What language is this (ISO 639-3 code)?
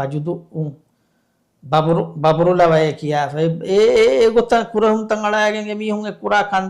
div